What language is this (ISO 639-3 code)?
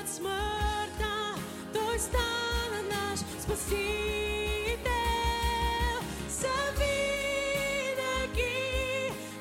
bul